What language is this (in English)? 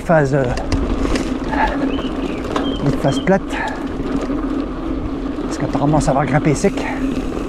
French